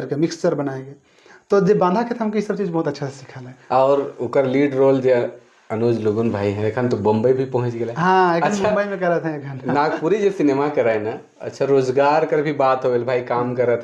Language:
Sadri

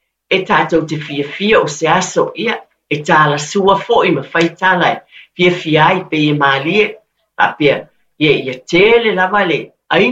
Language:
Samoan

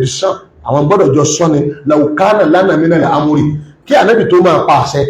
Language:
Yoruba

